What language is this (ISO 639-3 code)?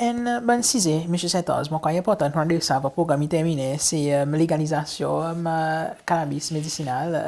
crs